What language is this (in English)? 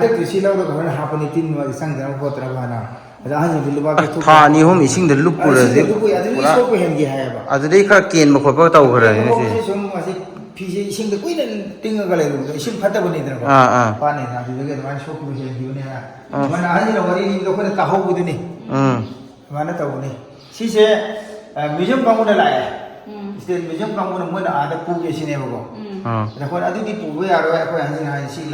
Manipuri